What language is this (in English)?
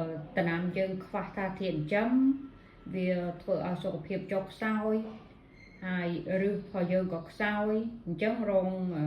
Khmer